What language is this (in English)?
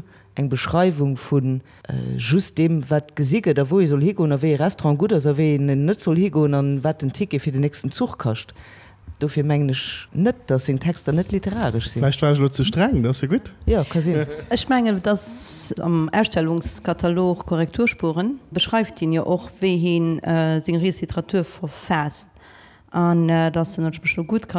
Luxembourgish